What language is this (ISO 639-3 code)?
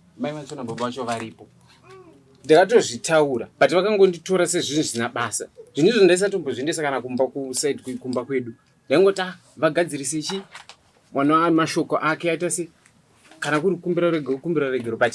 sna